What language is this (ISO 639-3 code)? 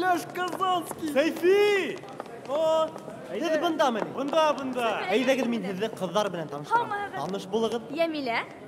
bak